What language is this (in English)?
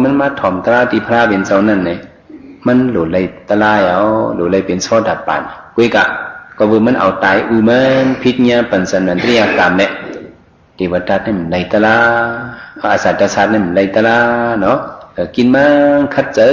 Shan